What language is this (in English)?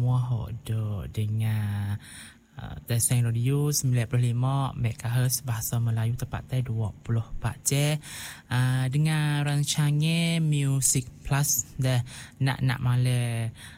Malay